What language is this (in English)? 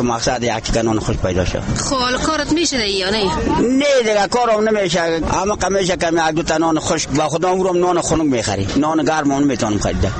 Persian